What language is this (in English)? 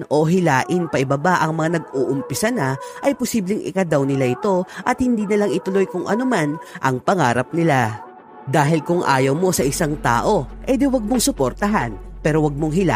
Filipino